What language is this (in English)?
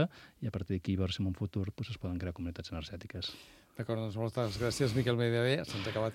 Catalan